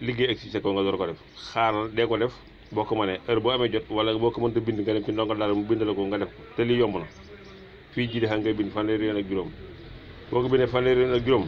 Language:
Wolof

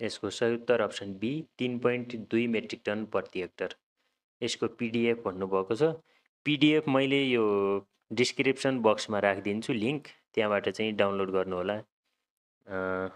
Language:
Nepali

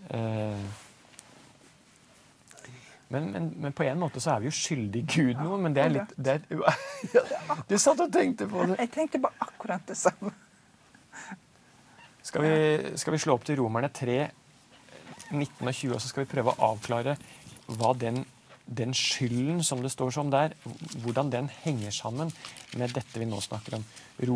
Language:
Norwegian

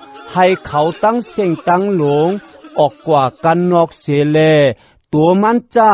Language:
Shan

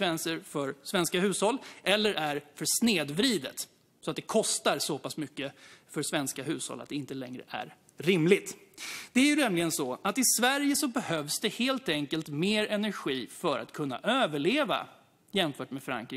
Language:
Swedish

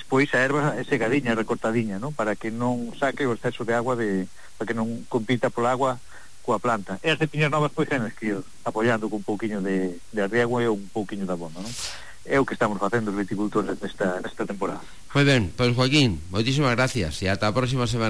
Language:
Galician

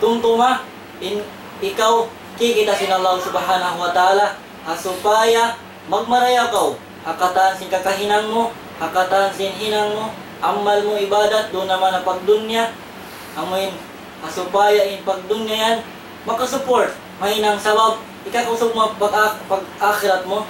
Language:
Tausug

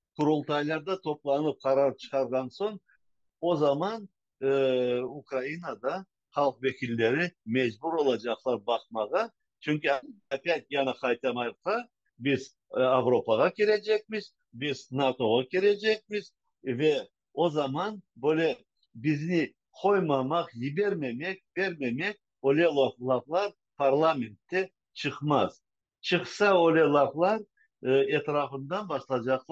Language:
Crimean Tatar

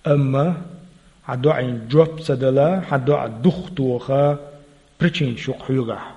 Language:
Chechen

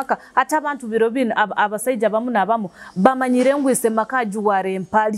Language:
Nyoro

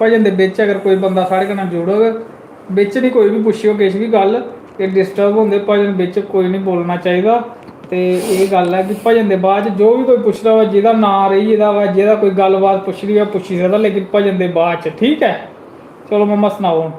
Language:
Dogri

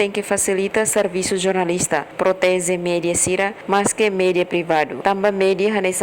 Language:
Tetum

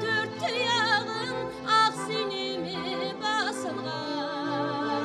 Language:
Kara-Kalpak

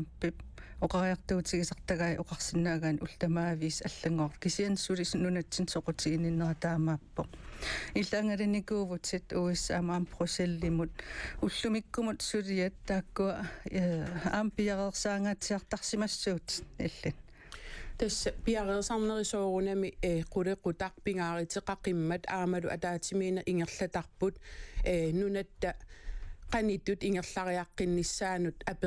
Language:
Kalaallisut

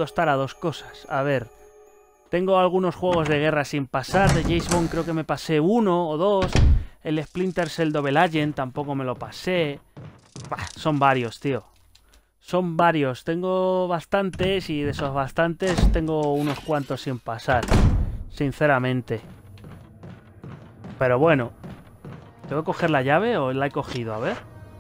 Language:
Spanish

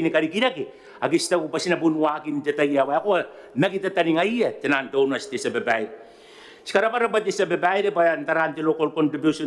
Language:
Gilbertese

